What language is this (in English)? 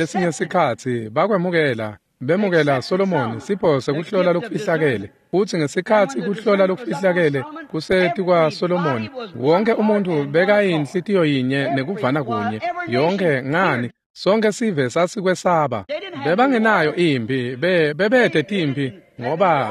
Swati